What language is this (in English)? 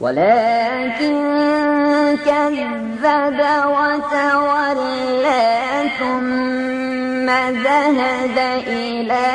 Bosnian